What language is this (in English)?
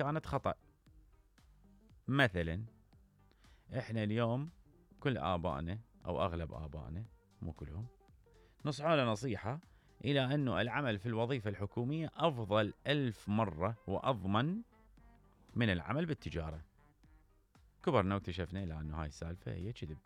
Mesopotamian Arabic